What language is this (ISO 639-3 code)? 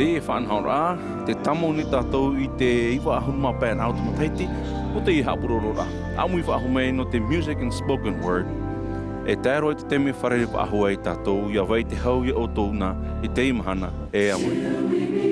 tah